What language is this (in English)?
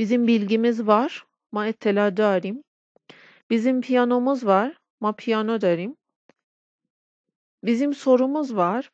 Persian